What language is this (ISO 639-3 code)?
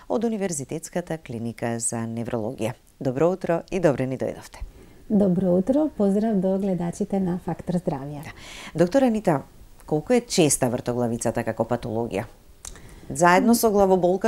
mkd